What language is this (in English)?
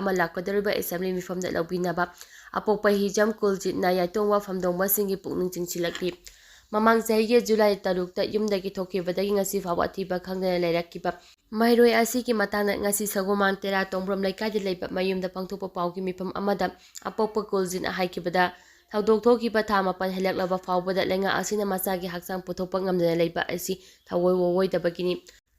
Manipuri